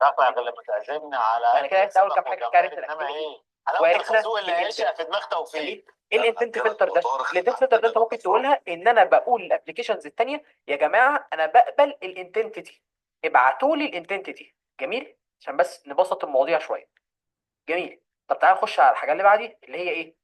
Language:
Egyptian Arabic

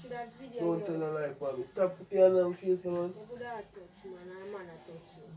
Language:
Jamaican Creole English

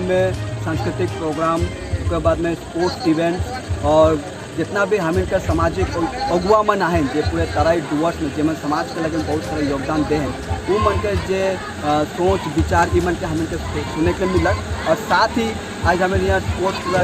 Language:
Sadri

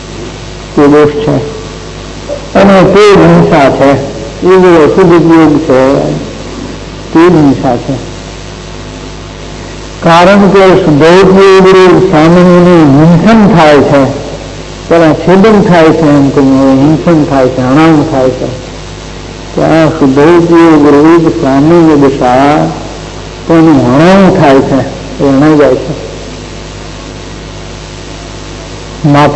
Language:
Gujarati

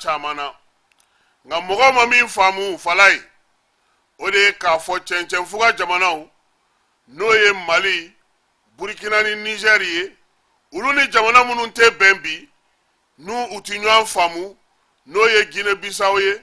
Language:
Bambara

